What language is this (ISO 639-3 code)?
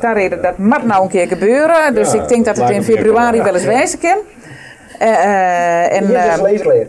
fry